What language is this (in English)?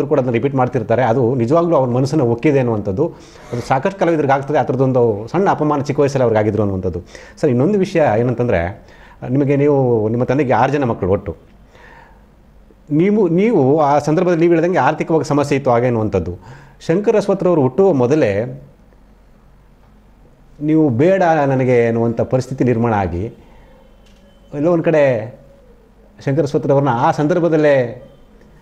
Kannada